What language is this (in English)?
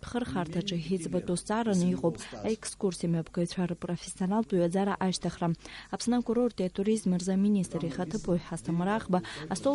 Abkhazian